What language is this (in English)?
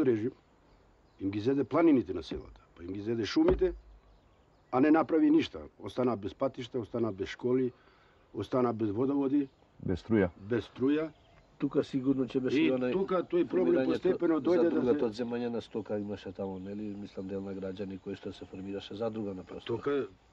Macedonian